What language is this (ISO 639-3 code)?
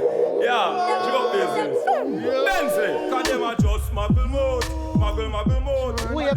jam